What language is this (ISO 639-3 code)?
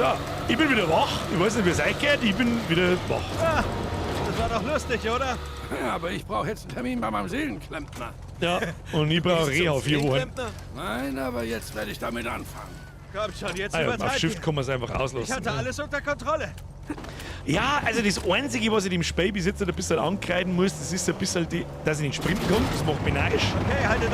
bar